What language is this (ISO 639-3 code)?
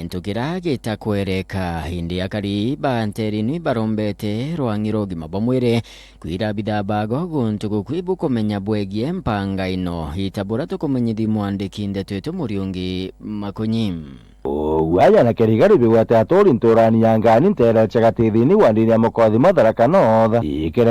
mer